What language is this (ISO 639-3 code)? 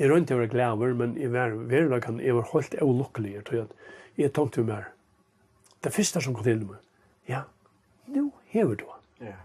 fao